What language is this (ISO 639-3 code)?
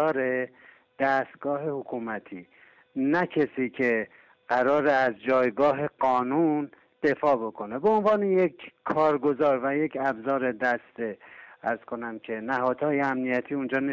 fas